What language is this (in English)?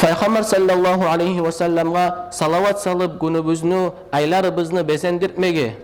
Kumyk